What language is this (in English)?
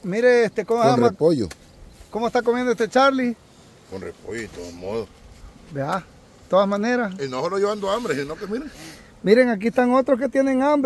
Spanish